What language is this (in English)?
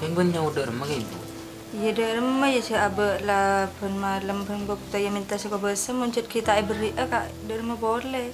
Madurese